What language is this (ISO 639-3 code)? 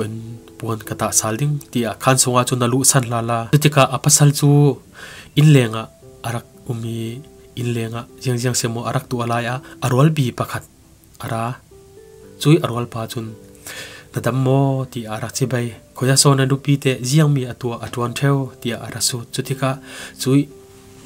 cfm